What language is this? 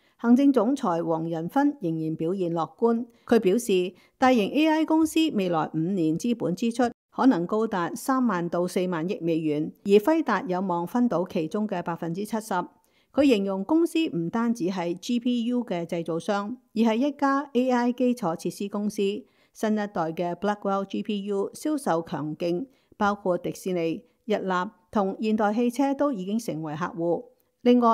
Cantonese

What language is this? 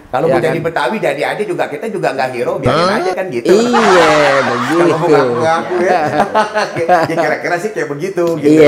Betawi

